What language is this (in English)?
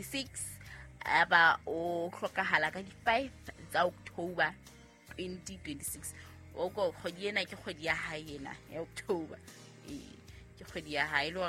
Southern Sotho